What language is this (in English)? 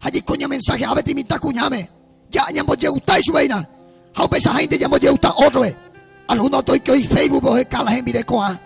Guarani